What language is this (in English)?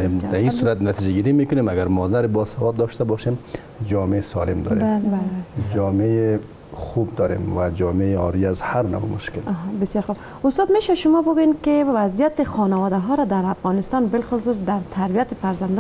Persian